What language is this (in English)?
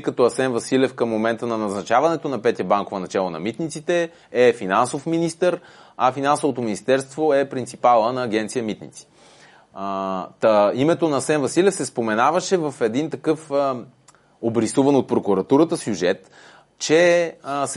Bulgarian